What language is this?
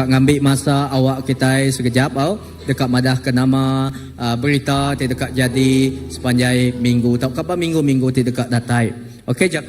Iban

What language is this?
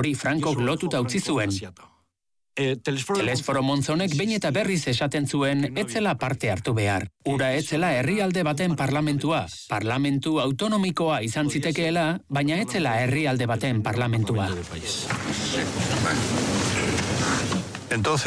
Basque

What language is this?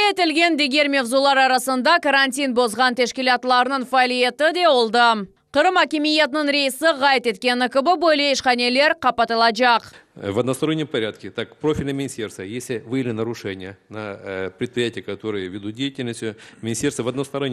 Crimean Tatar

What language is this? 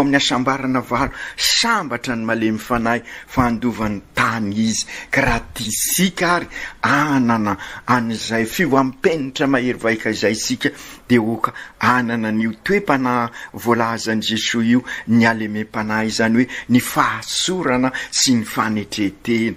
Malagasy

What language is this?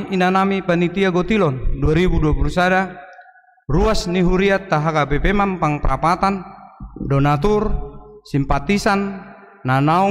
Batak Toba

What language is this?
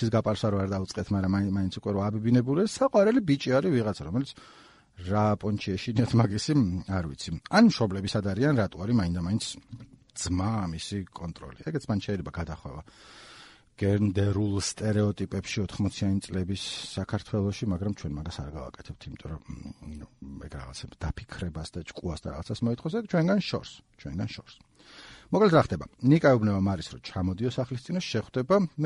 Georgian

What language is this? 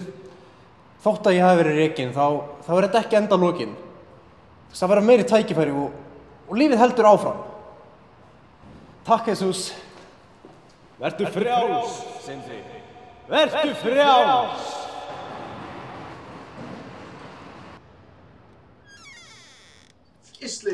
Icelandic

